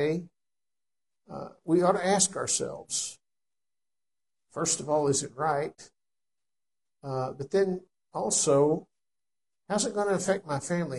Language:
English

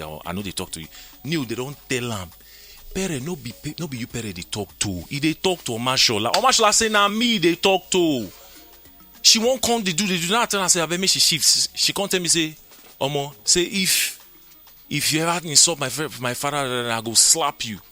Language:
Nigerian Pidgin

